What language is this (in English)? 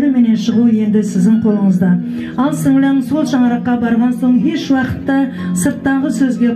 Kara-Kalpak